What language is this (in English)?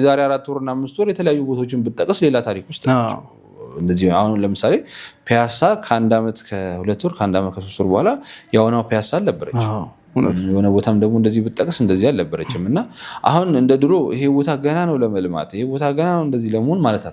Amharic